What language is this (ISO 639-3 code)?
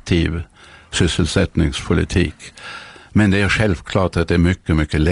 swe